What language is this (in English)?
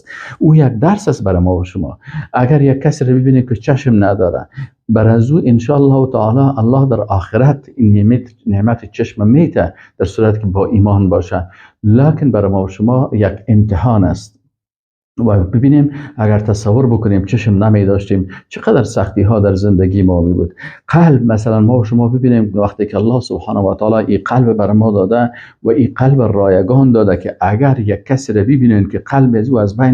Persian